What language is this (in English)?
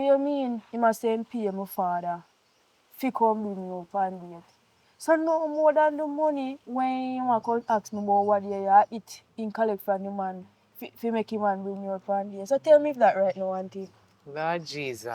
Jamaican Creole English